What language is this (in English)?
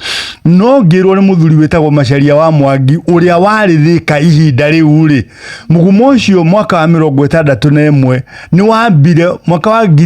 Kikuyu